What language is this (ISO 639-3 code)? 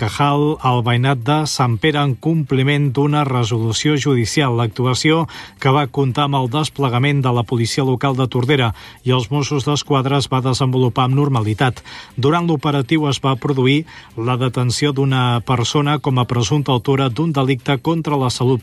cat